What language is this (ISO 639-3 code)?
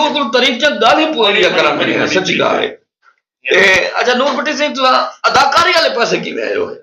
skr